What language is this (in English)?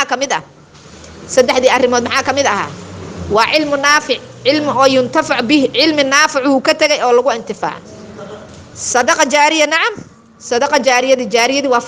Somali